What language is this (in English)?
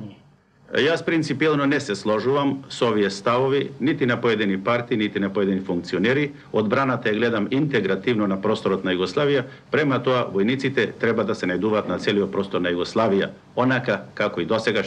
Macedonian